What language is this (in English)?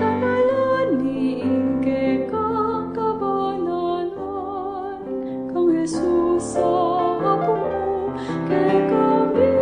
Pampanga